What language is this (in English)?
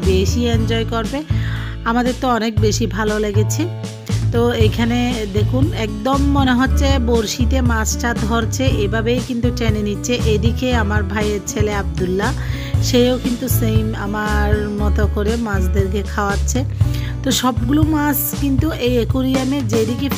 Bangla